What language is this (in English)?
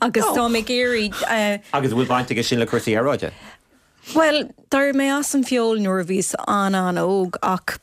Irish